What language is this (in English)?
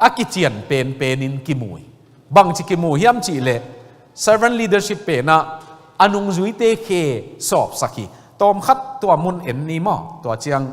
Tedim Chin